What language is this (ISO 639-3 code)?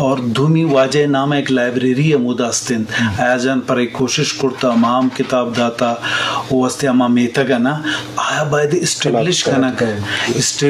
bgp